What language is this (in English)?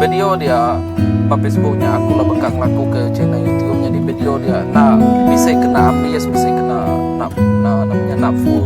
Iban